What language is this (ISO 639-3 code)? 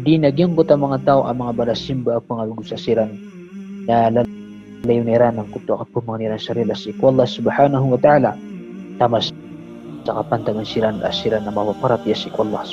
mrw